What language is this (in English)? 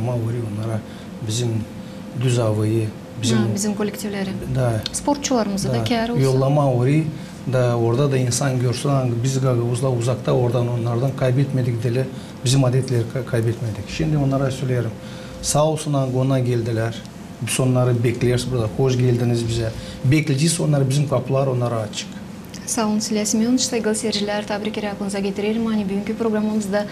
Gagauz